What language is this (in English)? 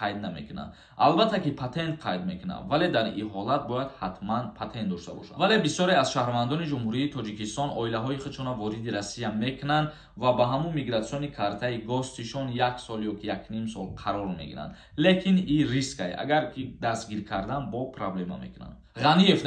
Tajik